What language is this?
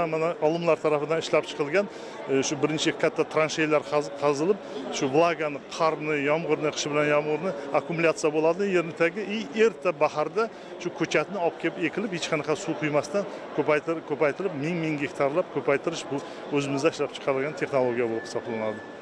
Uzbek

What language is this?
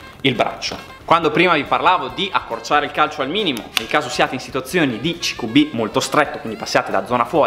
Italian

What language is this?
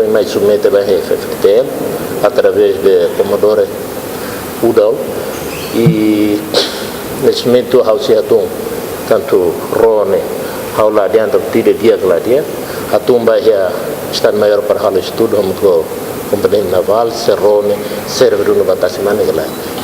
Tetum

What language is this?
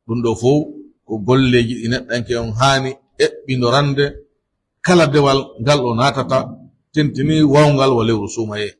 Pular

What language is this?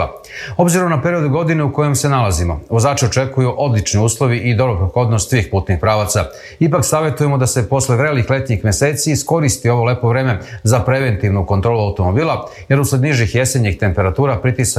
Serbian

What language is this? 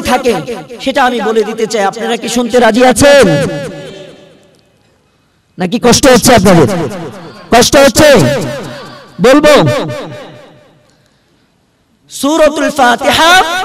Bangla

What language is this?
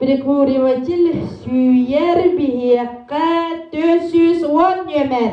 Yakut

